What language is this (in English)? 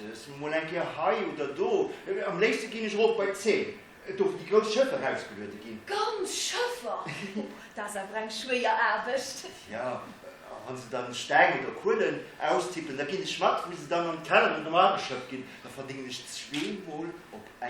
Luxembourgish